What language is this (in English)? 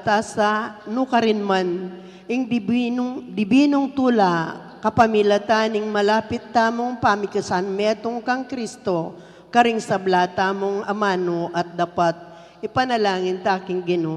Pampanga